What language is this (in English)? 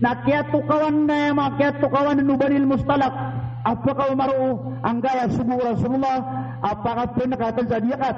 Maranao